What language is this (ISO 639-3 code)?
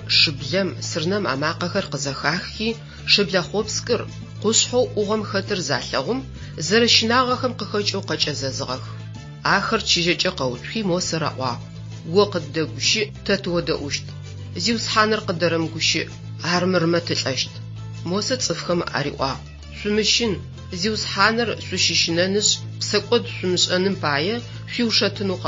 ady